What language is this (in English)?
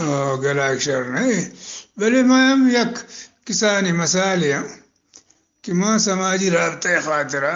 Eastern Balochi